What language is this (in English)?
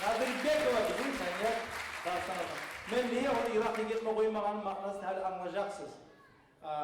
Kumyk